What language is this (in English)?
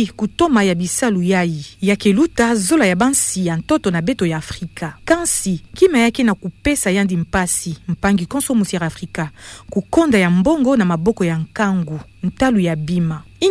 Kituba (Democratic Republic of Congo)